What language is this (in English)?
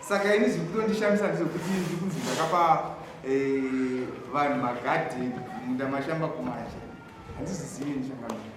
Shona